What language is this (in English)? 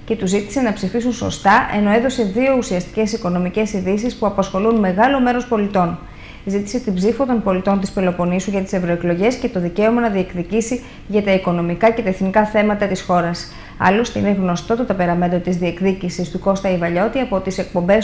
Greek